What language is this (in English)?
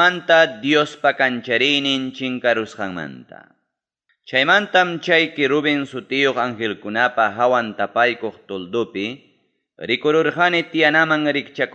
Ayacucho Quechua